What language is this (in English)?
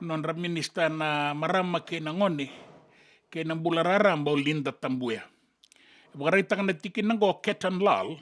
Fijian